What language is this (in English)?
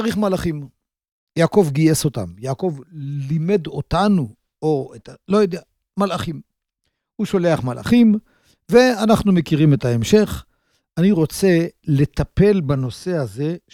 Hebrew